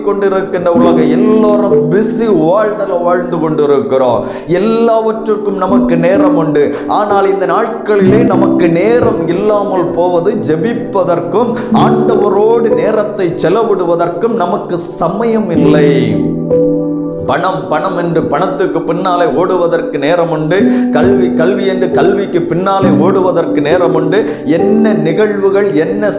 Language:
Tamil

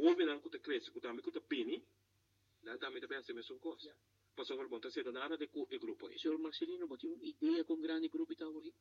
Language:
Papiamento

